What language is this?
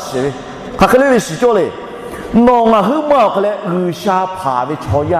Lahu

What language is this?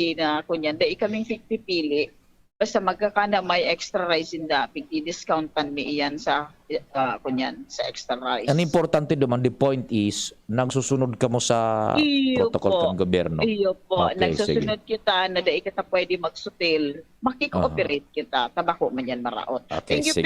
Bikol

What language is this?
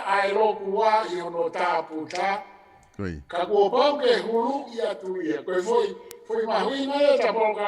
Tongan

